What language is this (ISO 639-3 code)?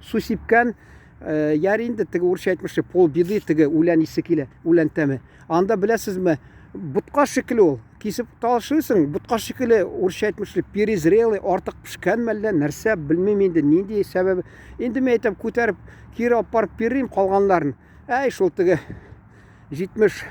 tat